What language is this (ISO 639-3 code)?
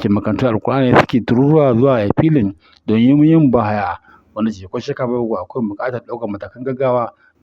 hau